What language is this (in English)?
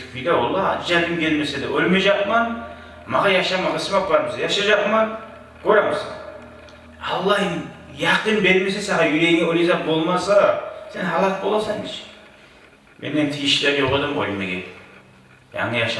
Kumyk